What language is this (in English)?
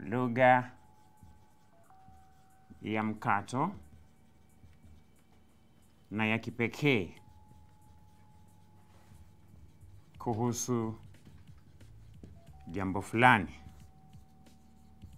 Swahili